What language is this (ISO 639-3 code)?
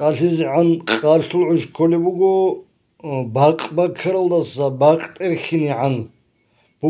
ava